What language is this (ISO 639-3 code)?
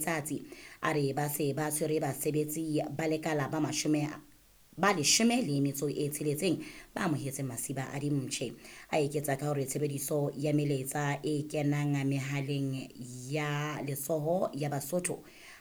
sot